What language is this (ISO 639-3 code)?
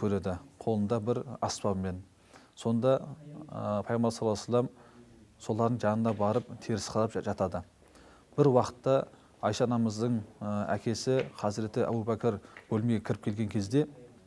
kaz